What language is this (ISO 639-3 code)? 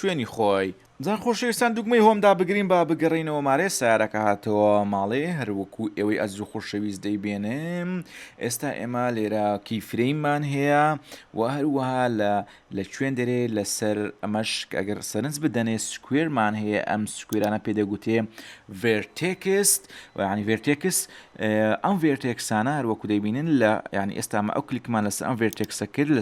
ckb